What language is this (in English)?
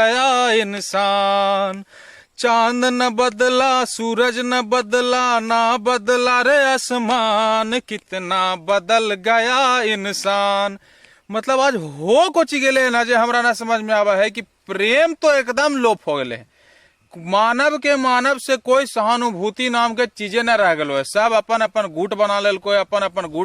Magahi